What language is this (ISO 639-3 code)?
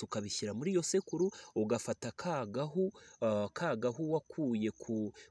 kin